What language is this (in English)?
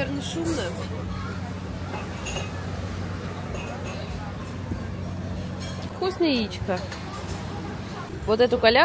Russian